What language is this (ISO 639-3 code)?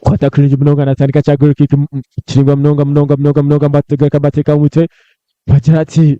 nyn